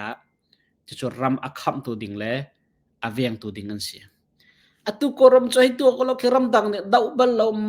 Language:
Hakha Chin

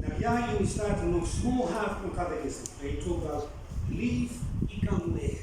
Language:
Bislama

